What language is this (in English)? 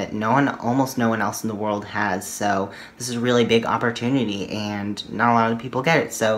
English